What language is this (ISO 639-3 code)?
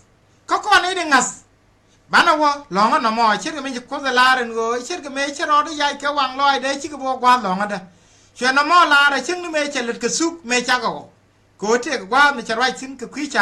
nus